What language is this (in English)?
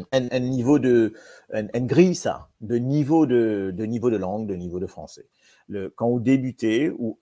Morisyen